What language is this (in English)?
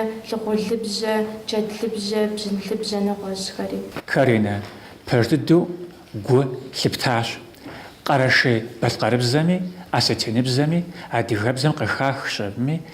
Kabardian